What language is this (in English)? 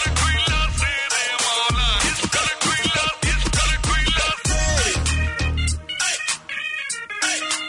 Bangla